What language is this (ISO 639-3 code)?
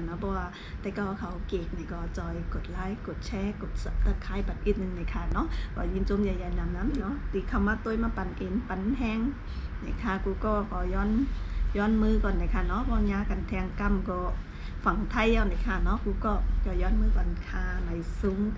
shn